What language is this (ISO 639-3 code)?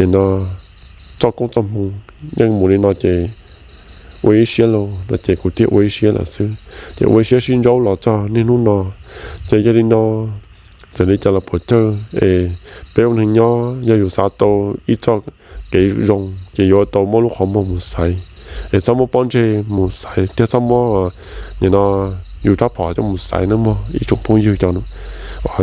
hmn